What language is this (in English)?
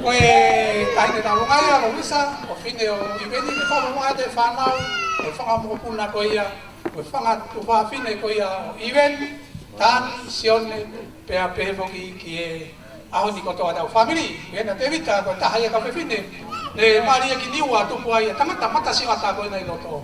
Tongan